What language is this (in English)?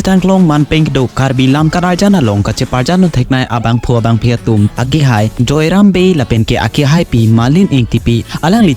Karbi